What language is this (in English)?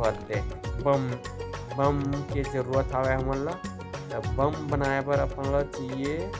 Chhattisgarhi